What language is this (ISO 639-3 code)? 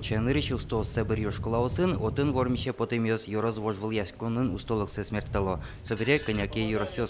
udm